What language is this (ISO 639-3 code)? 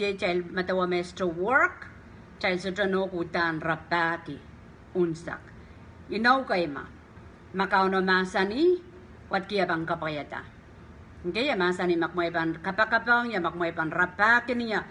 pon